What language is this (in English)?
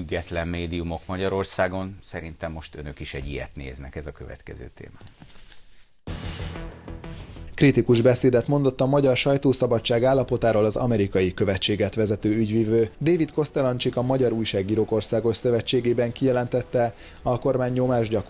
Hungarian